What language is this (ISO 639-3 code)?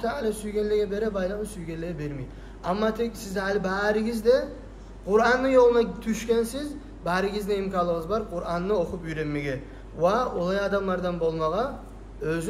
kum